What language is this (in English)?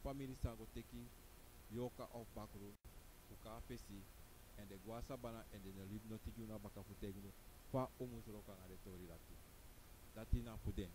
Sranan Tongo